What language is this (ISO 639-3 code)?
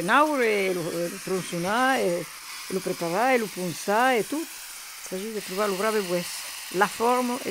oci